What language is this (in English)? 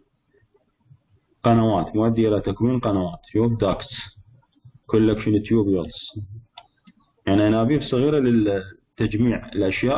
Mesopotamian Arabic